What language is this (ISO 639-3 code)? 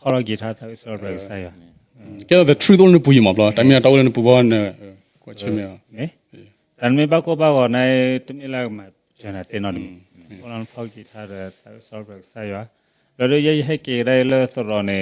ksw